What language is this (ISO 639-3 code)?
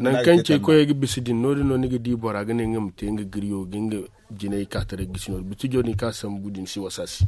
dje